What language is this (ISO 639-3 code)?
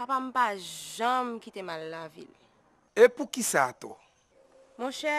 hat